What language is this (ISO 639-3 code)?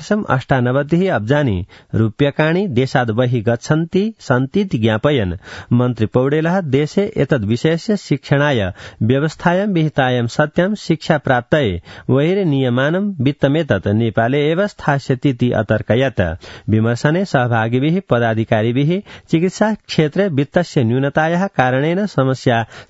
san